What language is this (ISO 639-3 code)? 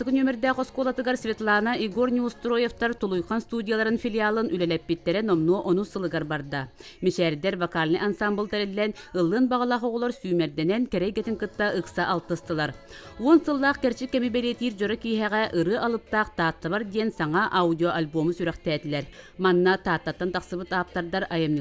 sah